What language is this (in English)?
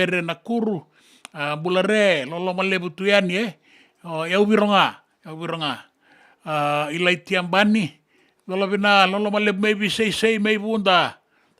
Fijian